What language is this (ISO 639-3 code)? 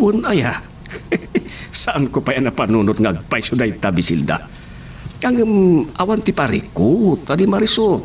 ilo